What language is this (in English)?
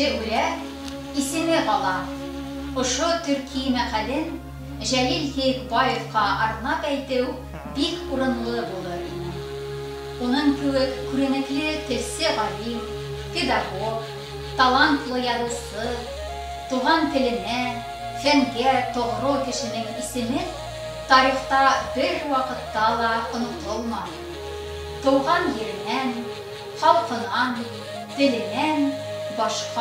Bashkir